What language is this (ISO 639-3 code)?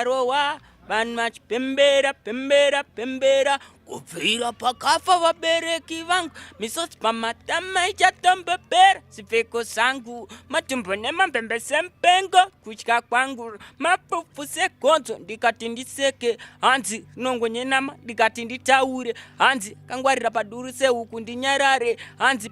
sna